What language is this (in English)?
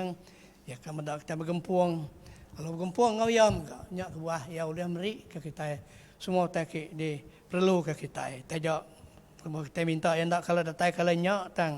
Iban